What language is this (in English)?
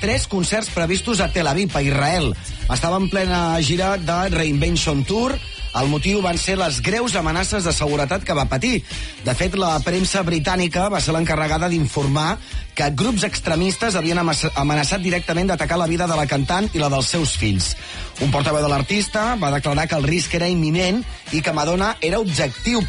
Catalan